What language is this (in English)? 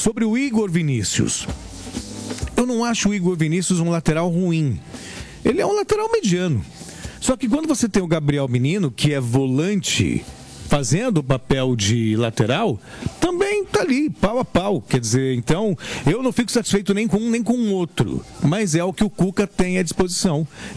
Portuguese